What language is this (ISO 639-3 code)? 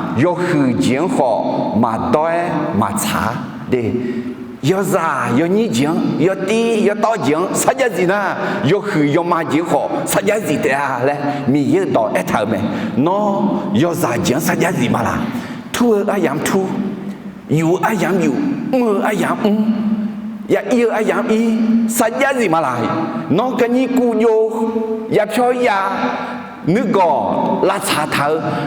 ahk